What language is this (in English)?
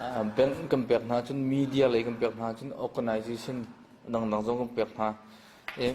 Hakha Chin